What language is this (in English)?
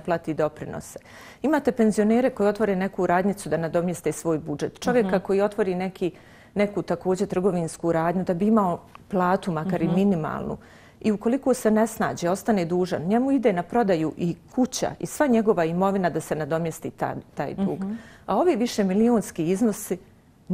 Bosnian